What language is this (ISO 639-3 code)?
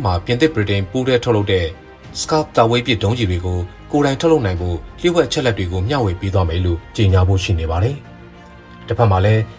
mya